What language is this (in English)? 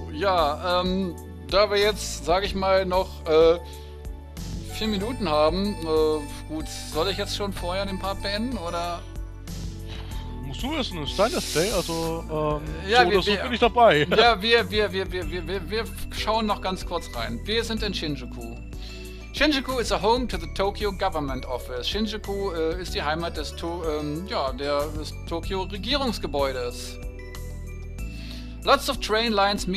German